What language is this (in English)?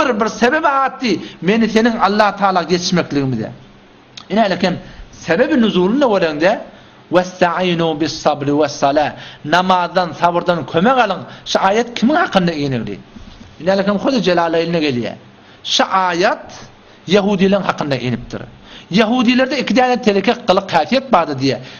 Turkmen